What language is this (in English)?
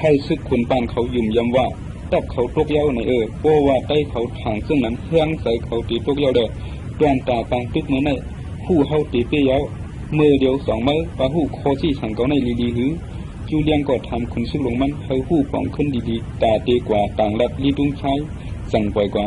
Shan